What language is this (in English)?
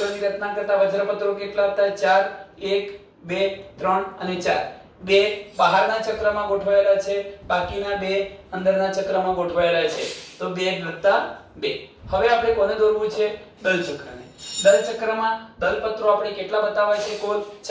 Gujarati